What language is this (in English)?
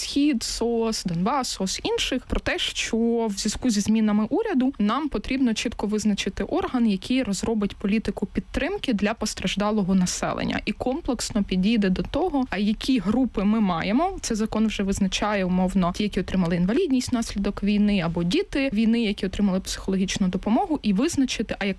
Ukrainian